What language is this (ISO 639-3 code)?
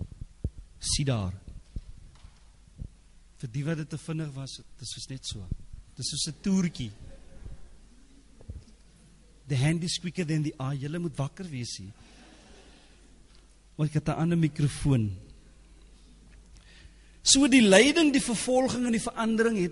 afr